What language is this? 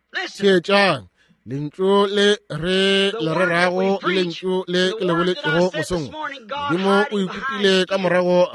Northern Sotho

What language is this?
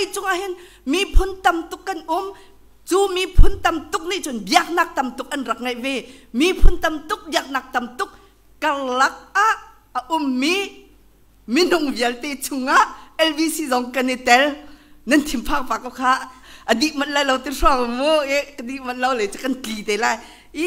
Hakha Chin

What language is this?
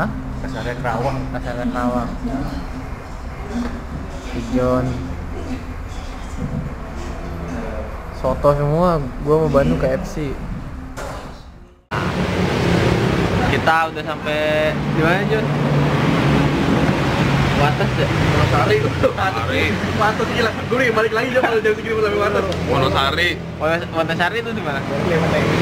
Indonesian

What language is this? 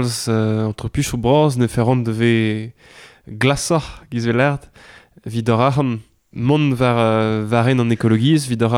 Breton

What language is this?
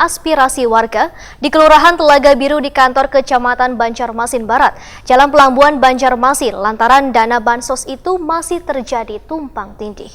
Banjar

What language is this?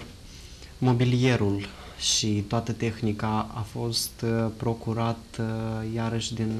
Romanian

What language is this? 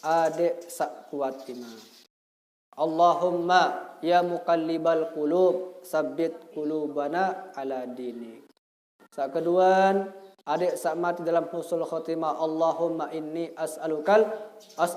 Sasak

